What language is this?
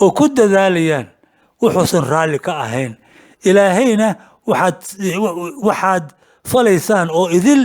Somali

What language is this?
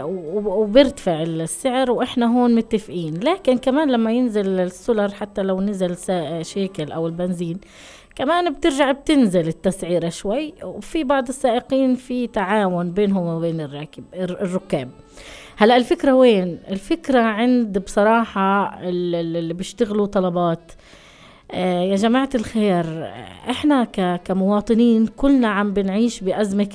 North Levantine Arabic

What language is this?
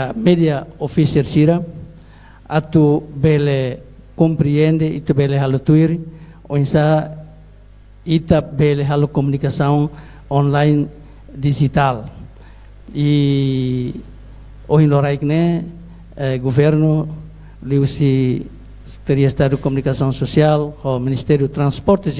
Tetum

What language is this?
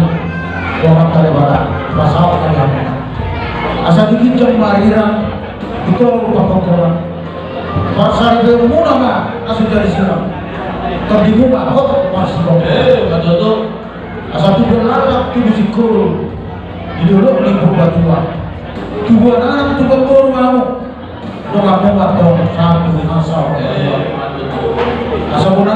Batak Toba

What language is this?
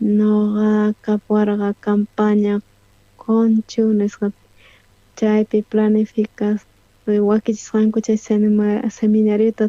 South Bolivian Quechua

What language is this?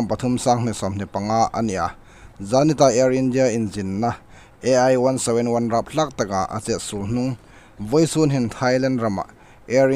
Hmar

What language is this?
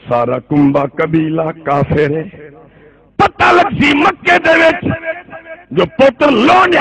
Saraiki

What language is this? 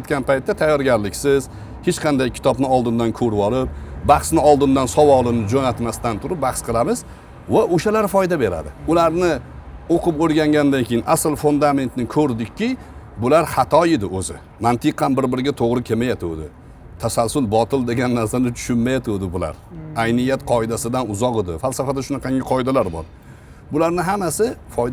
Uzbek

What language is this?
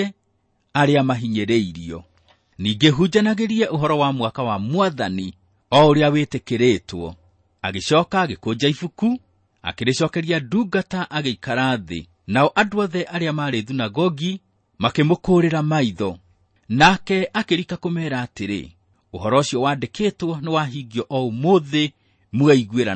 Kikuyu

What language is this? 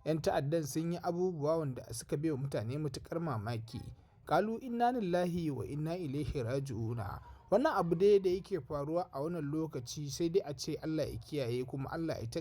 Hausa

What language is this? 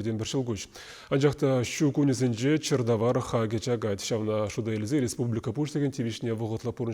Chuvash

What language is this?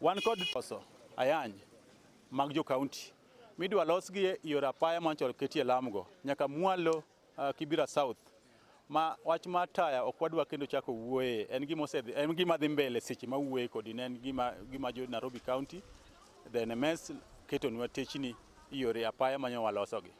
Luo (Kenya and Tanzania)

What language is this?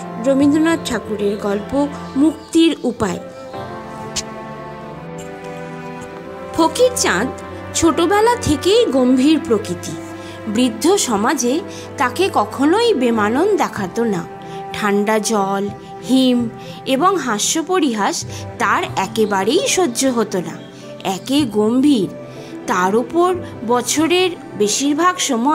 Bangla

